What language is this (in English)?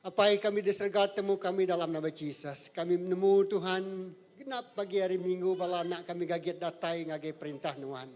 Iban